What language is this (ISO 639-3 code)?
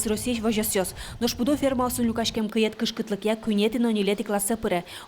udm